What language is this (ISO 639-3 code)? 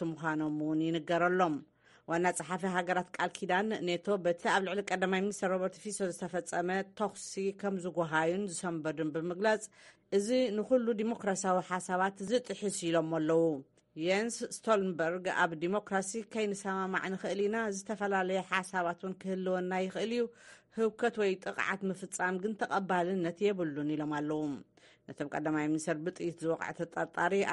tir